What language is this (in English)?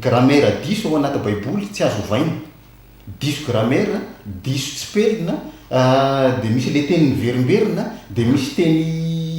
Malagasy